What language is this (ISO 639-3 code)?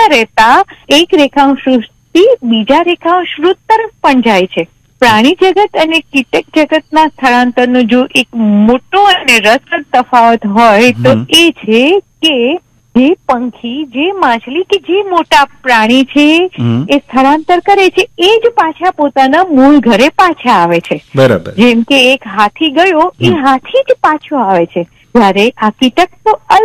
guj